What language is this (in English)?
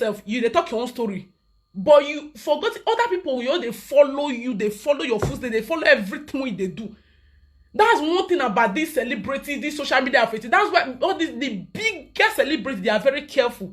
Nigerian Pidgin